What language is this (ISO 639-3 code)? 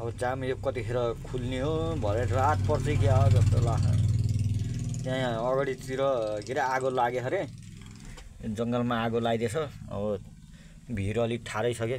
nep